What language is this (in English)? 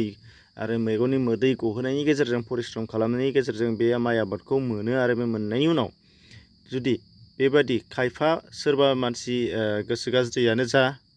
Bodo